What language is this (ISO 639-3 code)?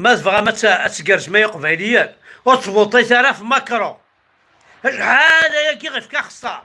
kab